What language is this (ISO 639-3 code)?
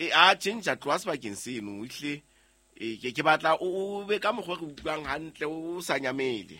sot